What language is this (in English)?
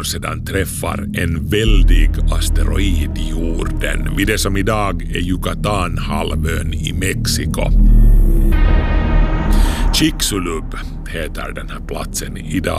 Swedish